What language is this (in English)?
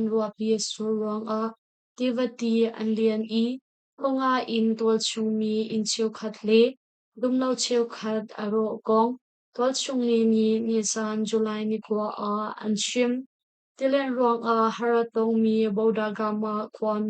Hakha Chin